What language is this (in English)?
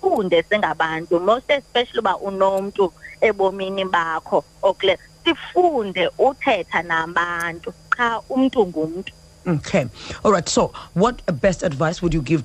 Xhosa